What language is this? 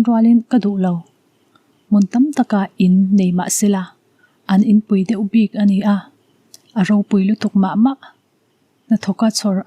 Mizo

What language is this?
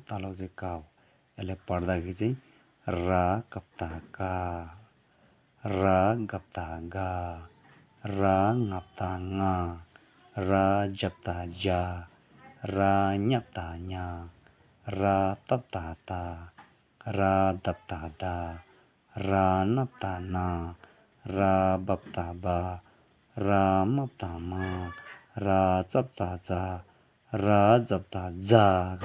Nepali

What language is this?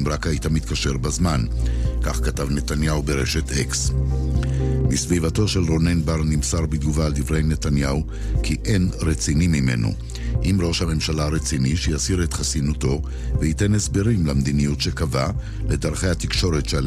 Hebrew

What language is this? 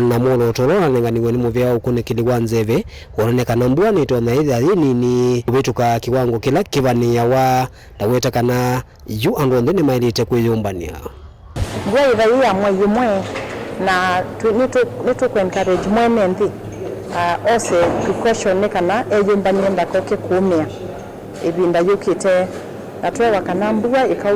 Kamba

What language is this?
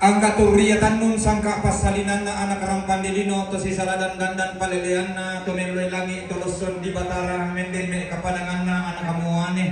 Toraja-Sa'dan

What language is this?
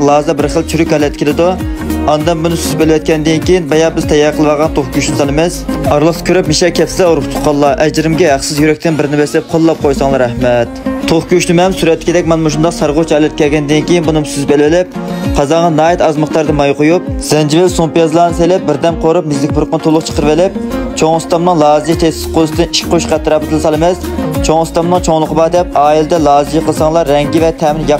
Uyghur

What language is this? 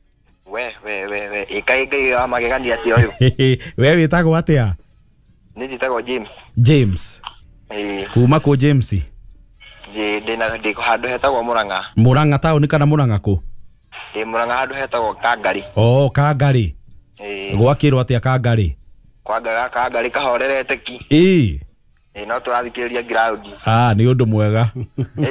Kikuyu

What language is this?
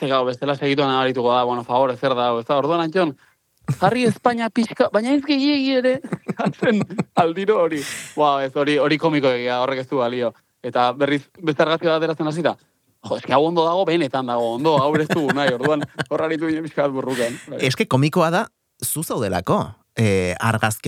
Basque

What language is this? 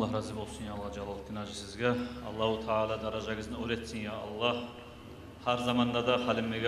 Kumyk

